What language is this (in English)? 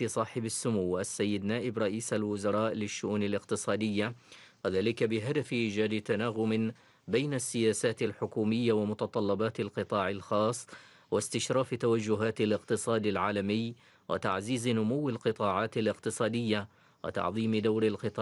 Arabic